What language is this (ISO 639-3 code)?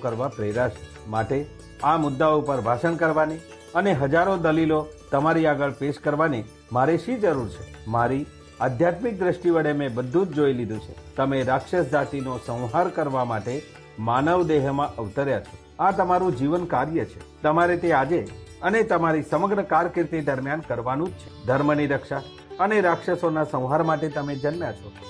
guj